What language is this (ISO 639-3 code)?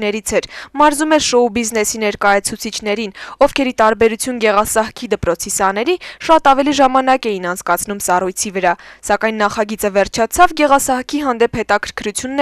hye